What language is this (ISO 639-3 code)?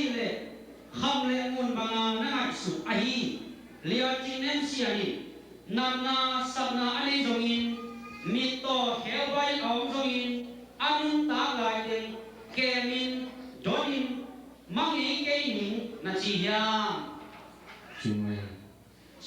ctd